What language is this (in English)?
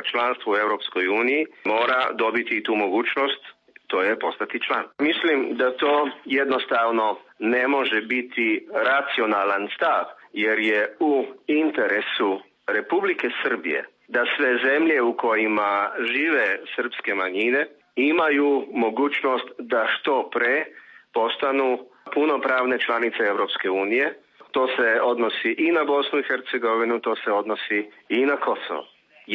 Serbian